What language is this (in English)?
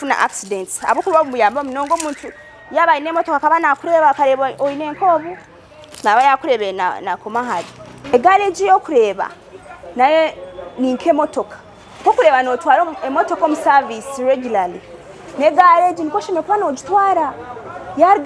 Nyankole